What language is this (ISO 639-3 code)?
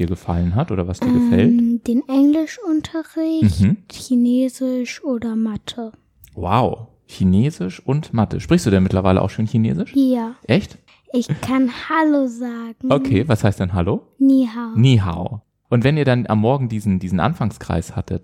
deu